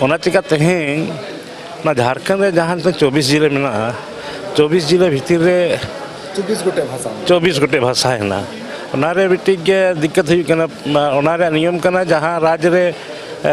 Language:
Santali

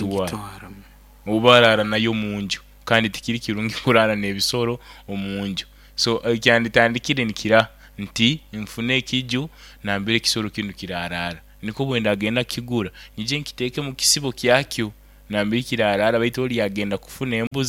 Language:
Nyoro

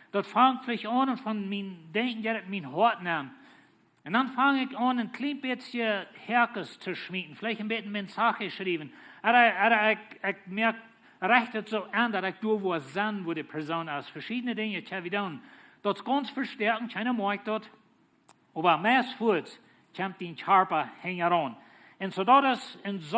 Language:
Plautdietsch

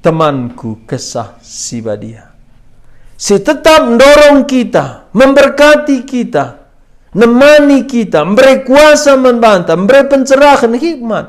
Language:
Batak Karo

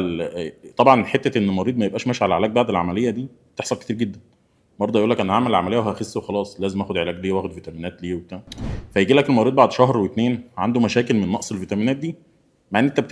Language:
Egyptian Arabic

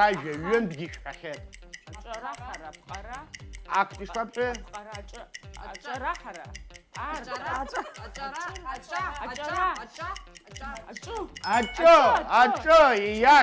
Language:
Abkhazian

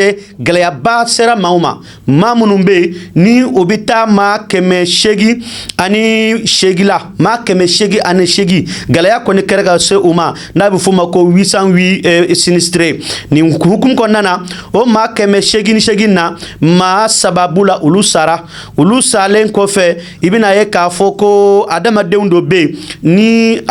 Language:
Bambara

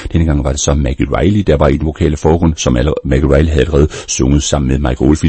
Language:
Danish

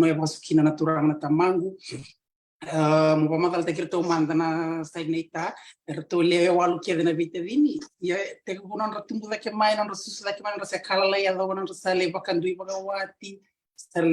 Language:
Fijian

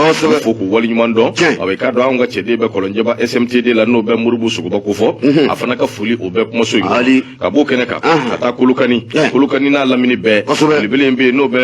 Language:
Bambara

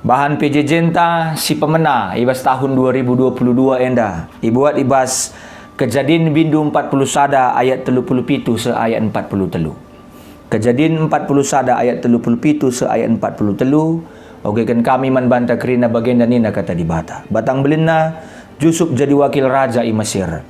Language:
Batak Karo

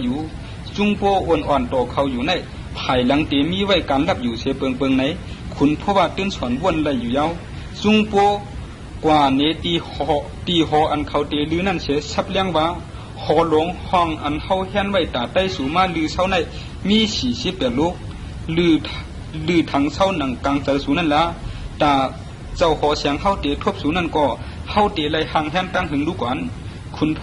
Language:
Shan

